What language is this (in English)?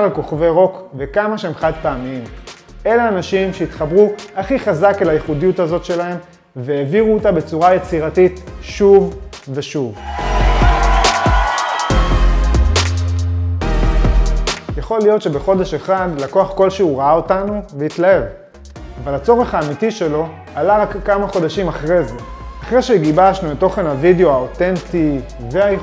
Hebrew